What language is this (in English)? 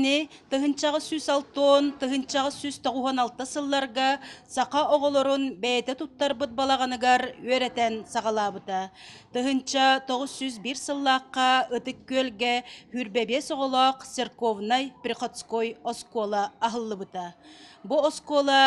Yakut